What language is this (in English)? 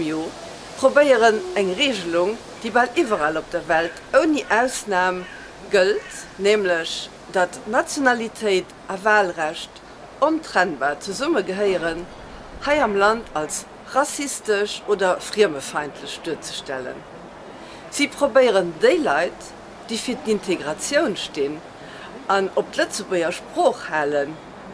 Luxembourgish